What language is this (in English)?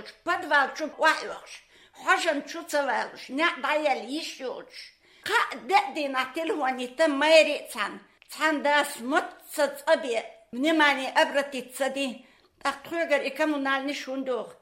Chechen